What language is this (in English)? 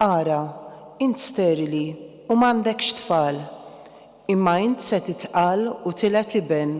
Maltese